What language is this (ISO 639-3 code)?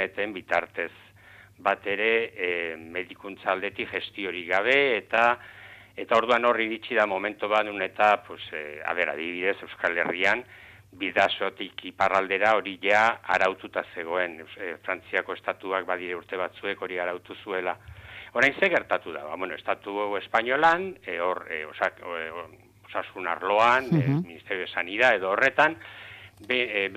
eus